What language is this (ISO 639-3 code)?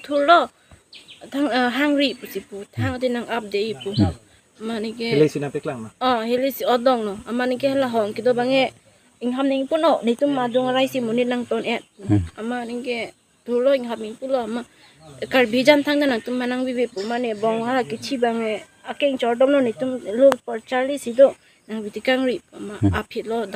mjw